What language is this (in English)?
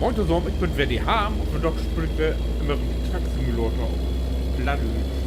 Low German